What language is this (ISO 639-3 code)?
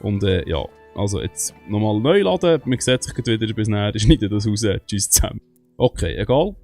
gsw